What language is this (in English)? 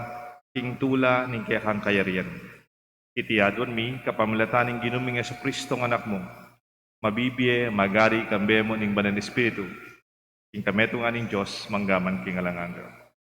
Pampanga